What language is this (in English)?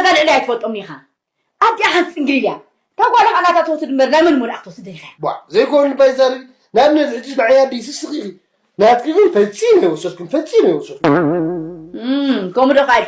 Tigrinya